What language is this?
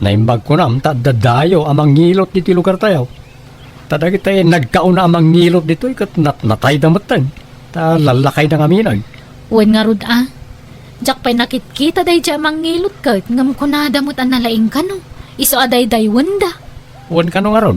Iloko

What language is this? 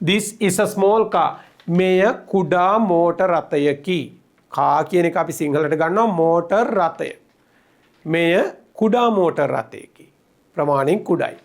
Sinhala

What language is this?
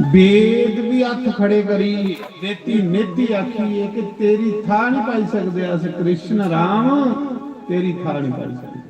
Dogri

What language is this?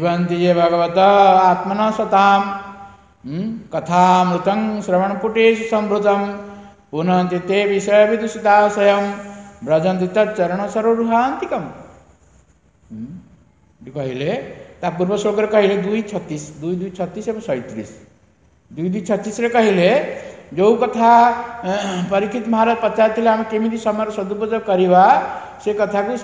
Odia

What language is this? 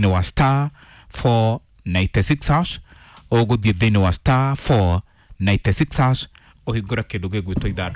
Kikuyu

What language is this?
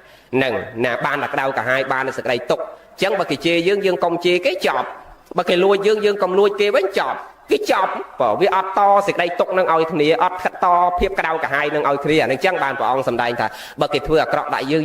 Khmer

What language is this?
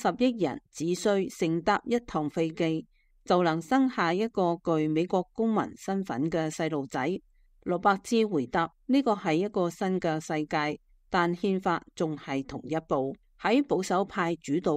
Cantonese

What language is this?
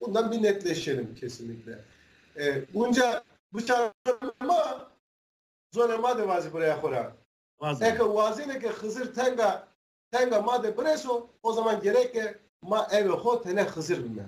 Zaza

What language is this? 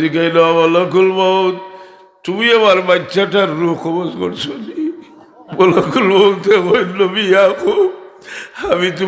Sylheti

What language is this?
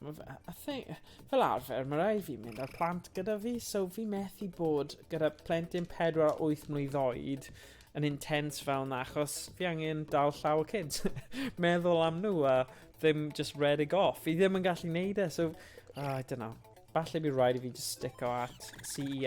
Welsh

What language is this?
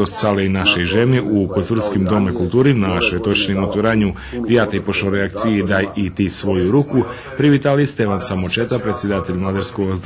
Rusyn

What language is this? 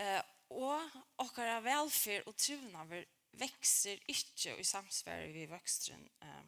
Faroese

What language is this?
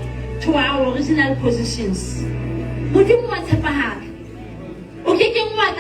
Southern Sotho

